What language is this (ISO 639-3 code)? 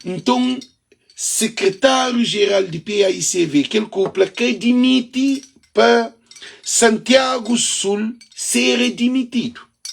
kea